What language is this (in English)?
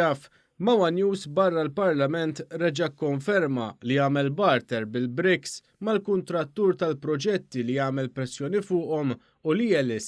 Maltese